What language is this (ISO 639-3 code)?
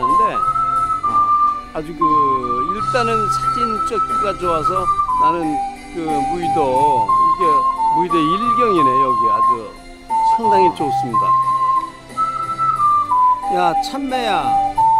kor